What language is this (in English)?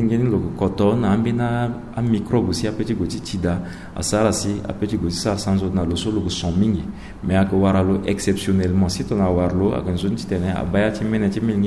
Sango